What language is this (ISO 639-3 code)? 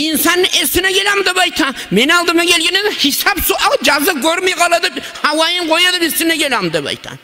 kum